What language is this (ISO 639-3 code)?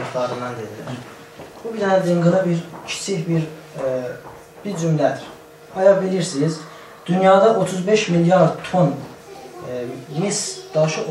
azb